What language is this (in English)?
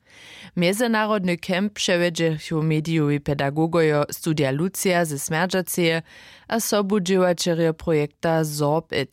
Upper Sorbian